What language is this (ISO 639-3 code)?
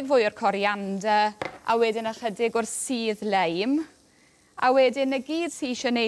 cym